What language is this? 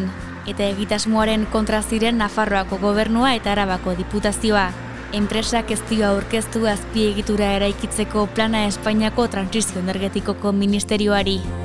Basque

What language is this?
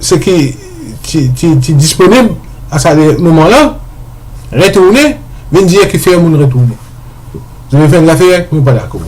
Morisyen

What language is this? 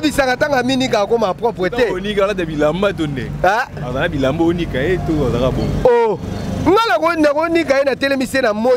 Lingala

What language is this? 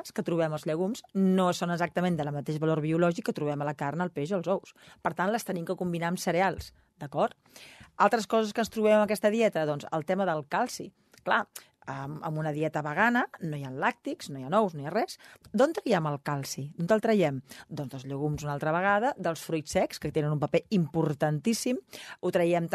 Catalan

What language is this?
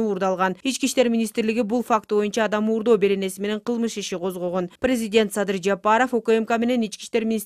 Kyrgyz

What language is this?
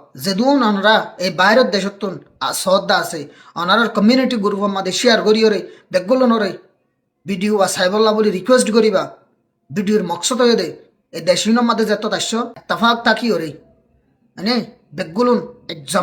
Rohingya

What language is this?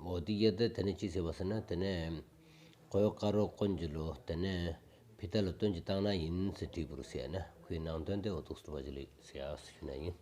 Stod Bhoti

